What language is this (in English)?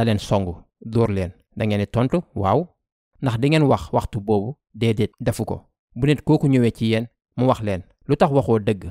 Wolof